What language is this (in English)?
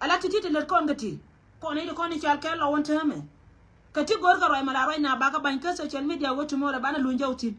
Nuer